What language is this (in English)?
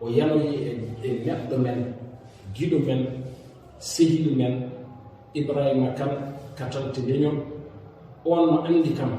Fula